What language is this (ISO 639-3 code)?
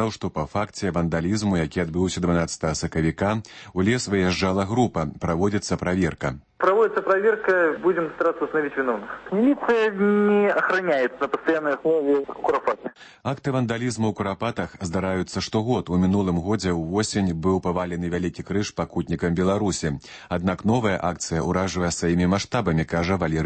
bel